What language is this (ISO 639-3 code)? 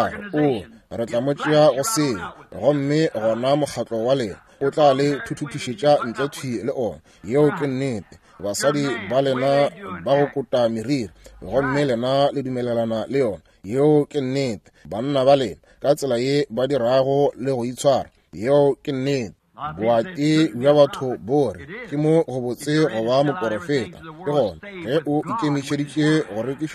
nso